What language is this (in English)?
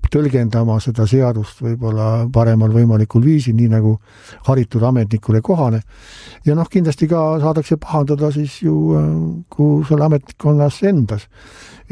Estonian